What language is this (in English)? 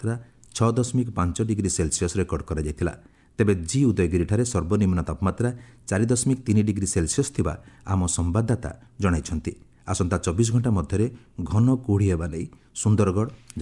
Odia